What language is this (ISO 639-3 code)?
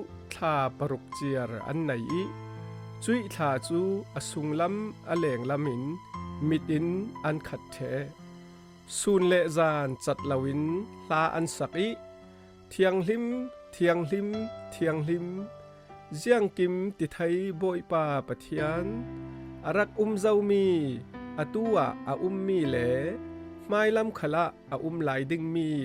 cfm